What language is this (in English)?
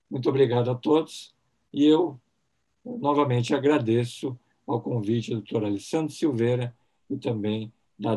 Portuguese